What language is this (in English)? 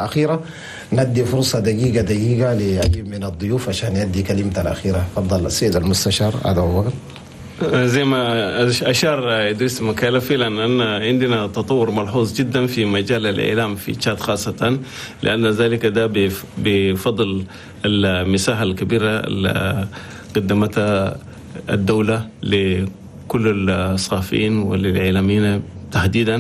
Chadian Arabic